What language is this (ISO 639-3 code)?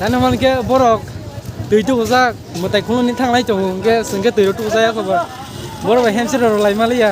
trp